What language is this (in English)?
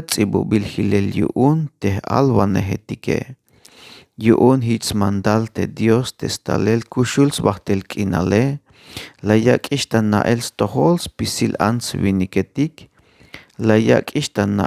Tzeltal